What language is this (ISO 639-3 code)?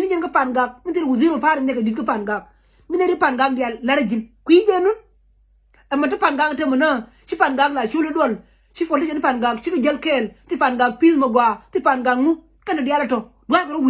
nus